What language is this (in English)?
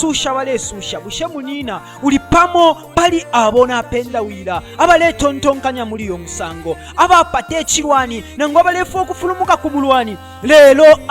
Bemba